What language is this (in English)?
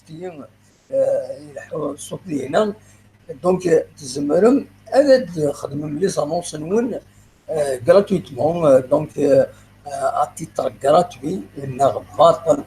Kabyle